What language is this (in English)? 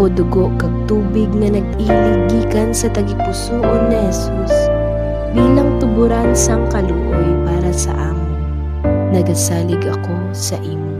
Hiligaynon